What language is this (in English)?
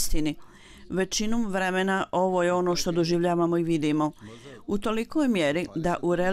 Bosnian